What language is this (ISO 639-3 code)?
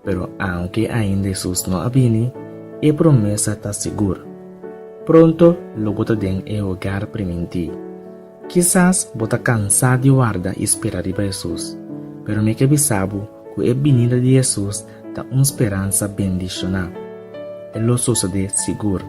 pap